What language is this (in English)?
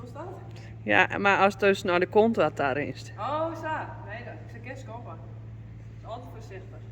Western Frisian